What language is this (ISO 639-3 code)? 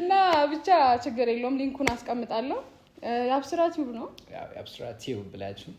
amh